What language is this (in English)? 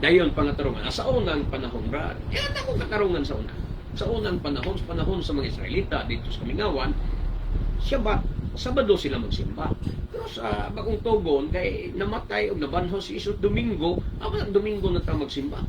Cebuano